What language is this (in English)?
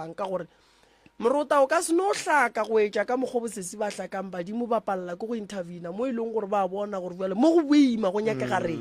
Northern Sotho